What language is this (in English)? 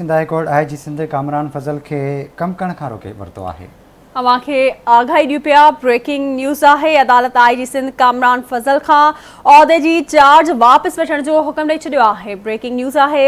Sindhi